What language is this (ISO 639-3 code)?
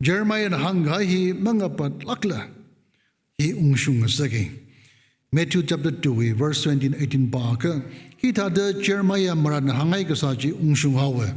nmf